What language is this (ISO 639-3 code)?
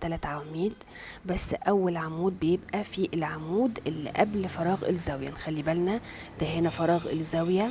arz